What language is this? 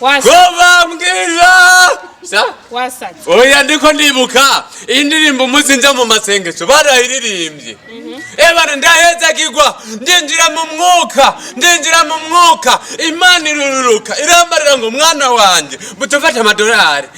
Rundi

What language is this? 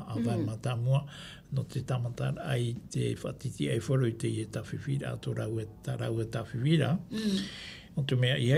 Tahitian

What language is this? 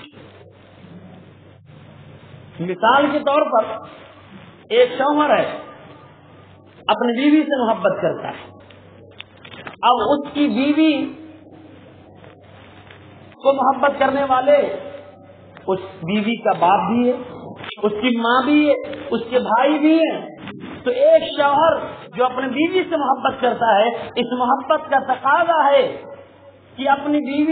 Urdu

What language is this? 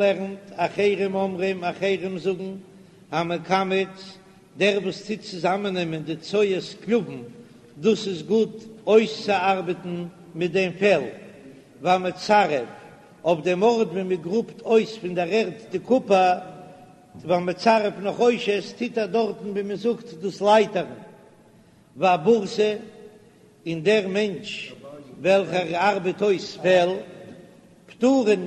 Yiddish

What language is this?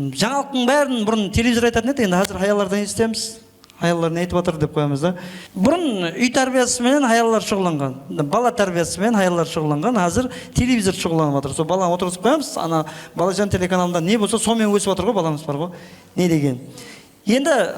Kara-Kalpak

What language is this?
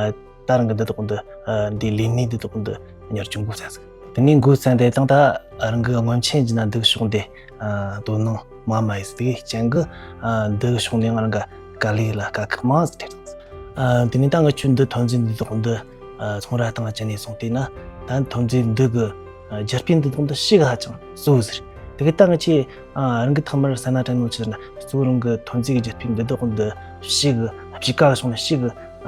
Tibetan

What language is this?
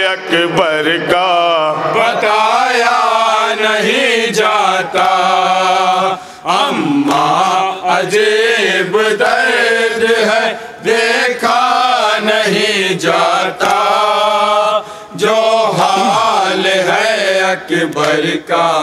Urdu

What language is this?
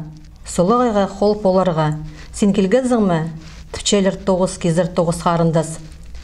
Khakas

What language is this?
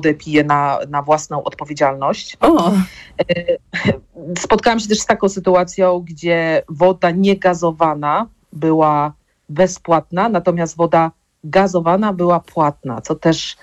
Polish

